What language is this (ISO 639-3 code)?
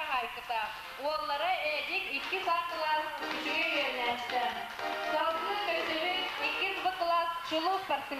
sah